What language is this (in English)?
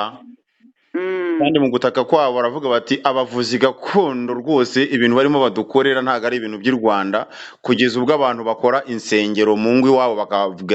Kinyarwanda